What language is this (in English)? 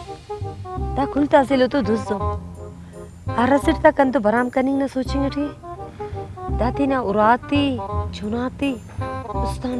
Brahui